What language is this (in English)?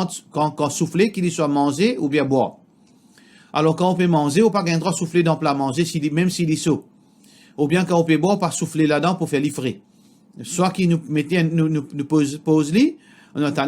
Morisyen